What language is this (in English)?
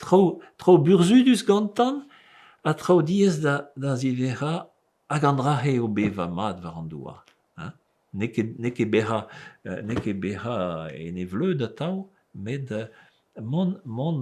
Breton